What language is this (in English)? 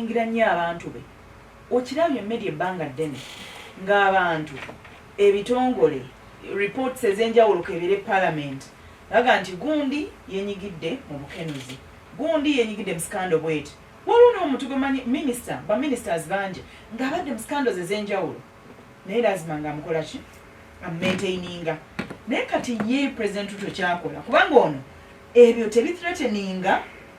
Ganda